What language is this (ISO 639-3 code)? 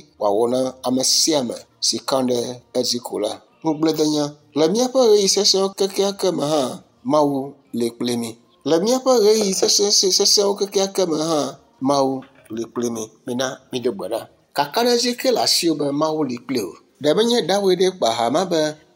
ewe